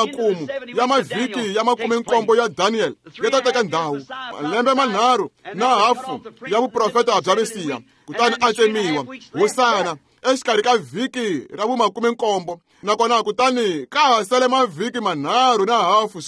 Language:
Tsonga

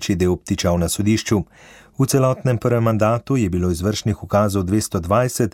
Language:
Slovenian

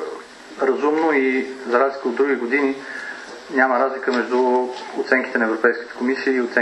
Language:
Bulgarian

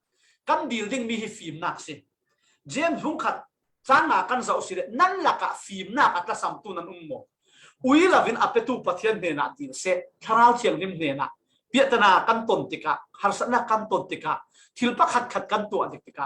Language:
Falam Chin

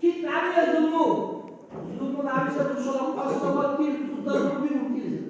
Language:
Dargwa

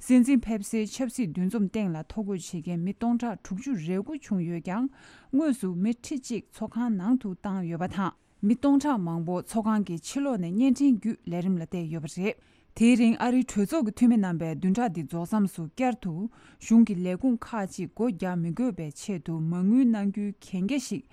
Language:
Tibetan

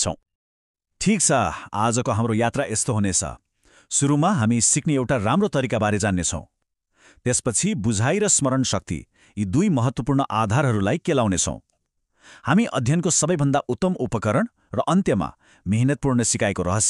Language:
Nepali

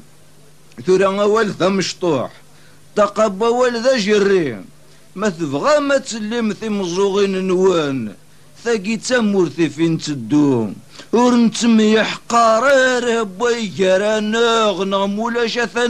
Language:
Kabyle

